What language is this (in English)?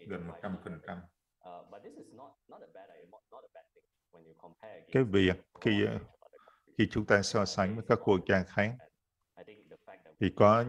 Vietnamese